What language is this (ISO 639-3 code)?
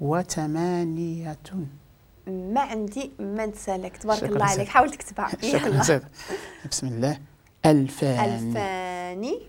ary